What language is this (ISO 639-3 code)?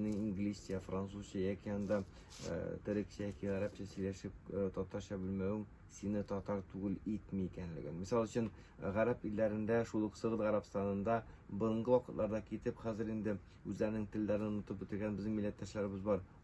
tat